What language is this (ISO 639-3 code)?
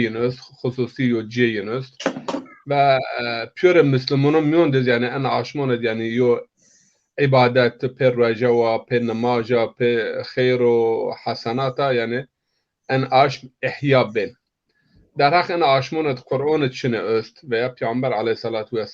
zza